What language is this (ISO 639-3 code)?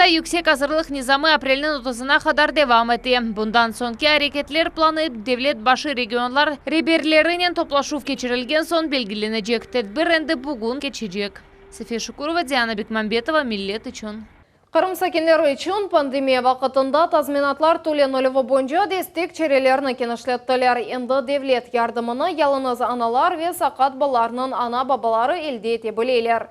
crh